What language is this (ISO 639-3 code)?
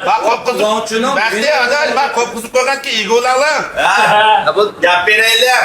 uig